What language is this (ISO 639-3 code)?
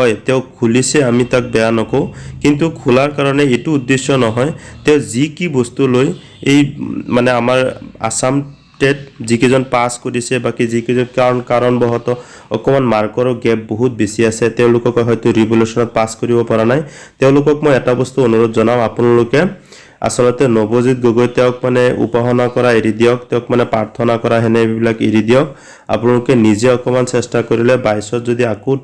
asm